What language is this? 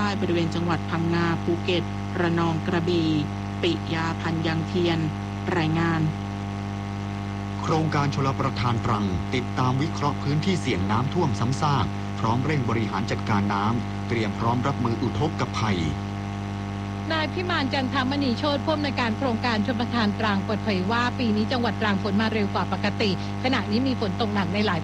Thai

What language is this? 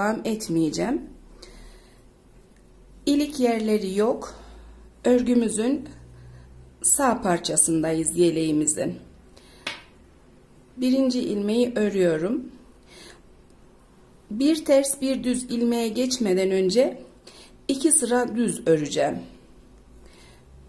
Turkish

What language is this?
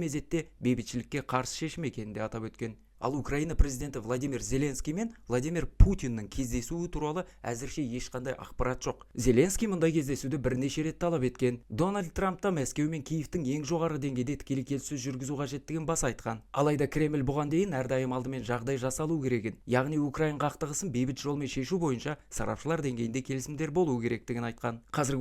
Kazakh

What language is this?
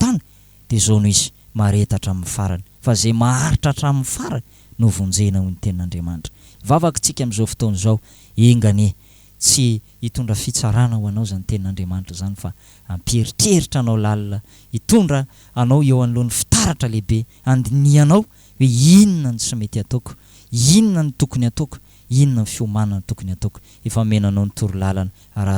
Malagasy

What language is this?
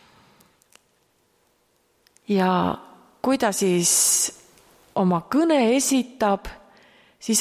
Estonian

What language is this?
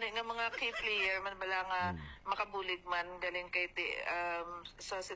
Hiligaynon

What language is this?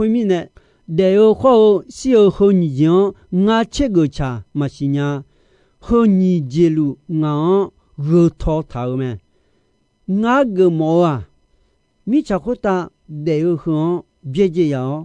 Akha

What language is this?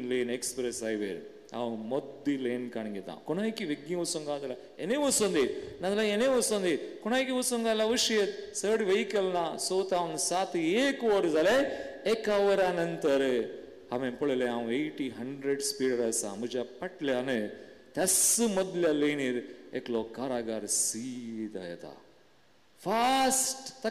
Konkani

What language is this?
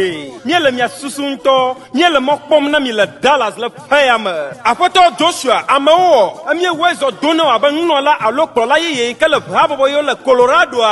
Ewe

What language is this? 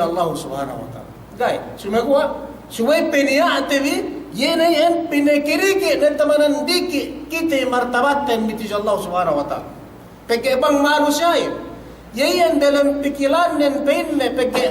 Yakan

